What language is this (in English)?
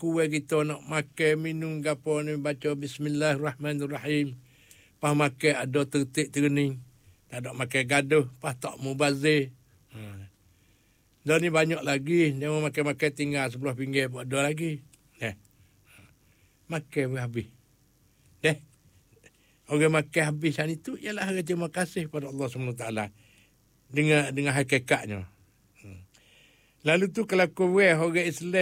Malay